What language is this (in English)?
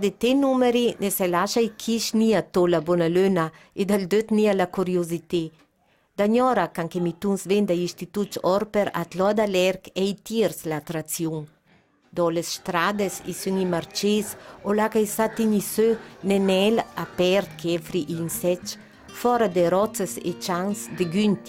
Ladin